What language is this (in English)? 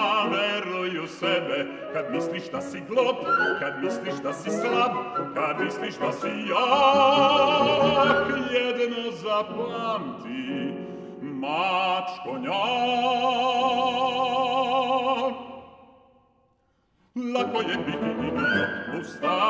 Serbian